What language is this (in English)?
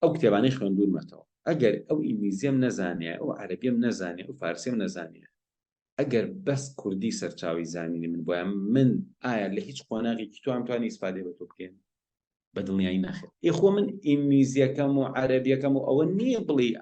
Central Kurdish